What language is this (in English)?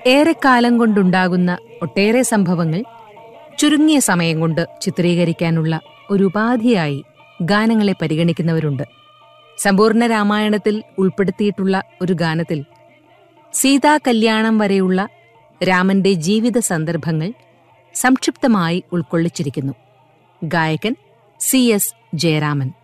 Malayalam